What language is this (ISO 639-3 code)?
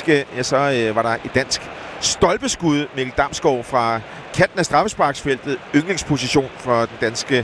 dan